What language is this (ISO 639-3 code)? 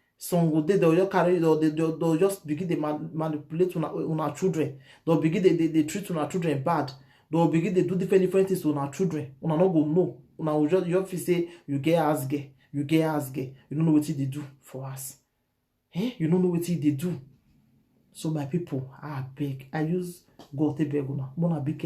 pcm